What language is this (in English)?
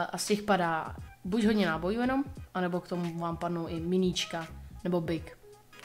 Czech